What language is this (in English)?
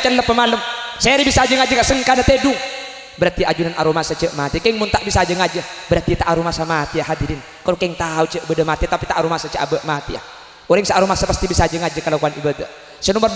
Madurese